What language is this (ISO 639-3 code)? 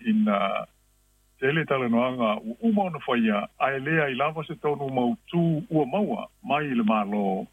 smo